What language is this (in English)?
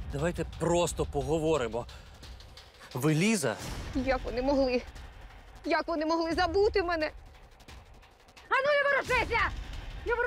Ukrainian